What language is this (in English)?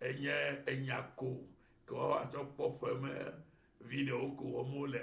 Ewe